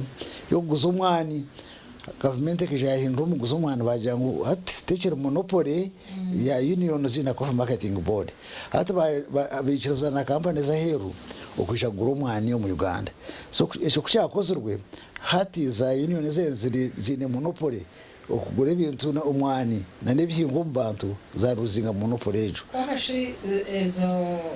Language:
Nyankole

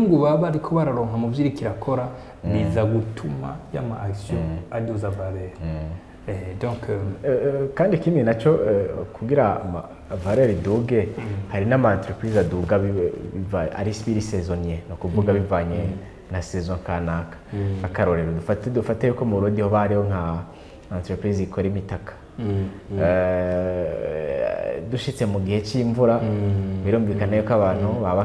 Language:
Rundi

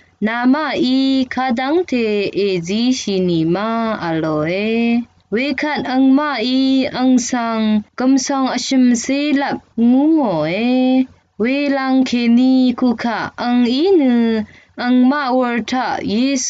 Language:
Rawang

